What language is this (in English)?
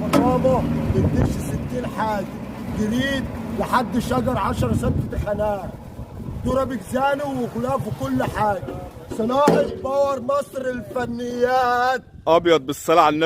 Egyptian Arabic